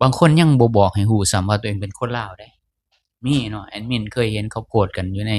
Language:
Lao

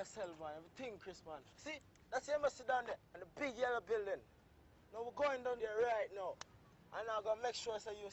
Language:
Jamaican Creole English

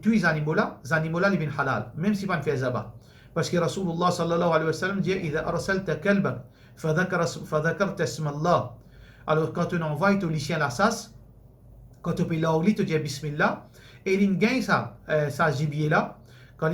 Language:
Morisyen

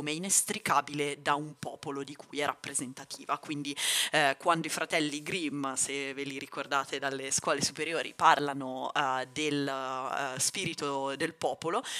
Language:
Italian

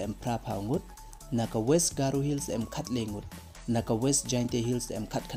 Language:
Pnar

